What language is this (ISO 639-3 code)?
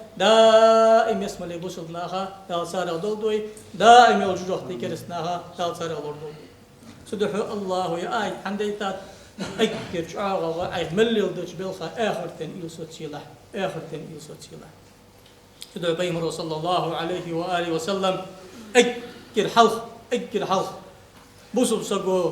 inh